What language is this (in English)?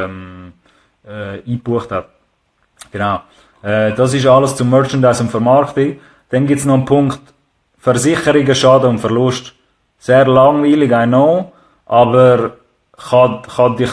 Swiss German